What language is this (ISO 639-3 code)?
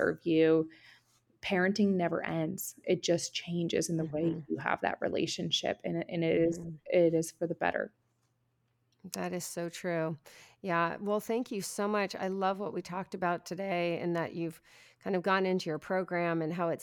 eng